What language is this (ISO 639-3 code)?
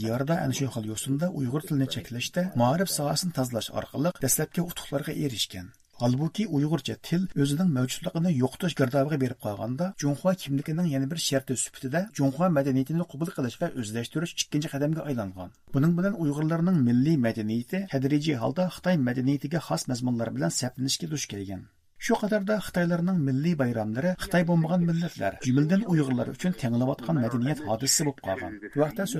uig